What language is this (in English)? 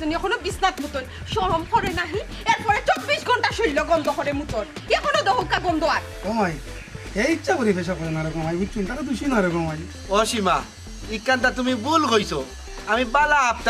Sylheti